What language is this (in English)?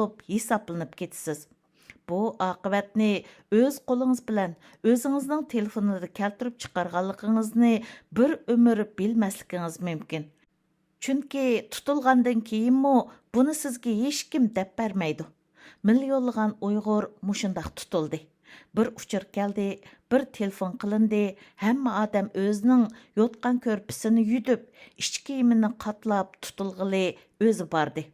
Uyghur